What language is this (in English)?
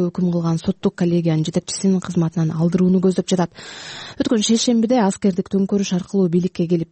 Kyrgyz